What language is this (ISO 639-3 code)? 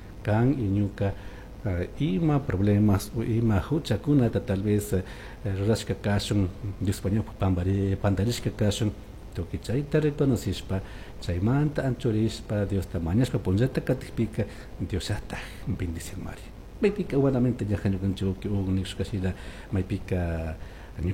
qug